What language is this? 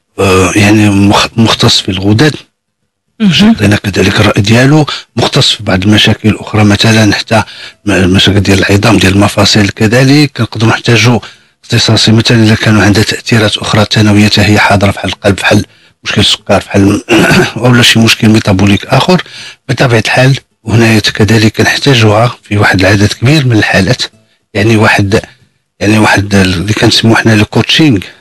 Moroccan Arabic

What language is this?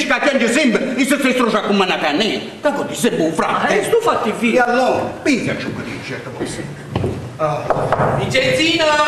Italian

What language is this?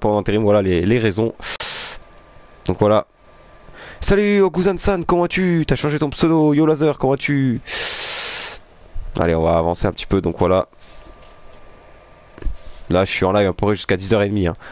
French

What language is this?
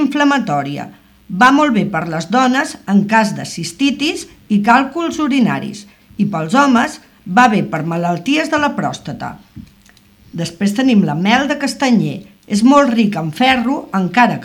Catalan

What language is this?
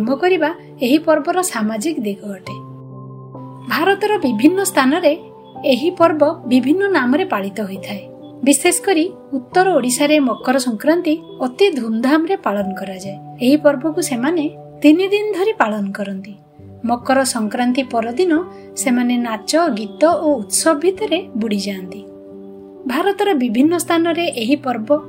Odia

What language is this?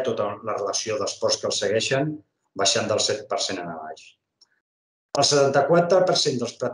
Catalan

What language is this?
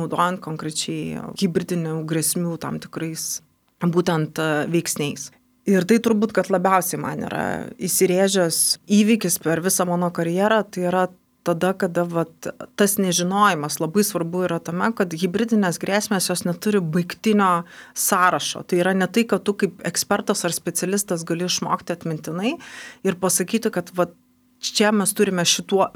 Lithuanian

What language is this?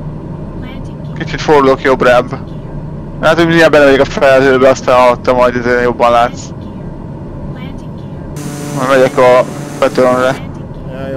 Hungarian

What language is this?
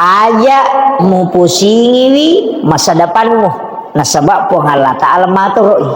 Buginese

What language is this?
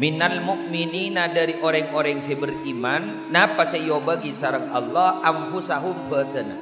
Madurese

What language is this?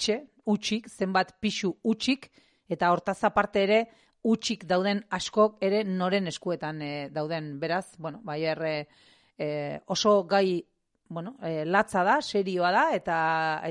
Basque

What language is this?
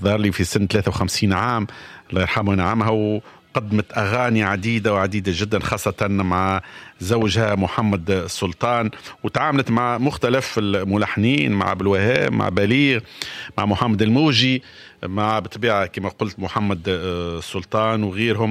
Tunisian Arabic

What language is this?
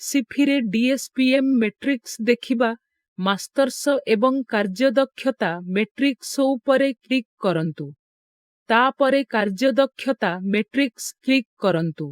Odia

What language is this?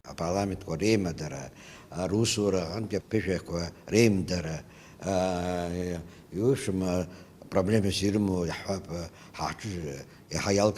Abkhazian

